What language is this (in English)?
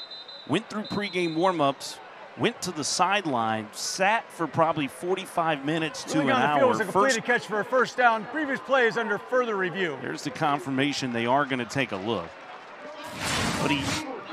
English